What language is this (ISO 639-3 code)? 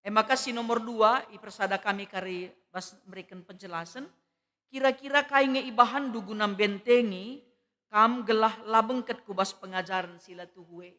btx